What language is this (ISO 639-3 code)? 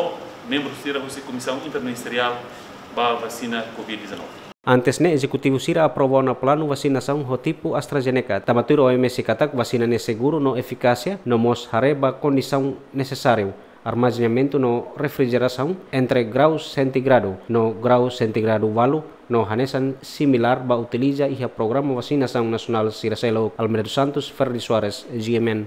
tet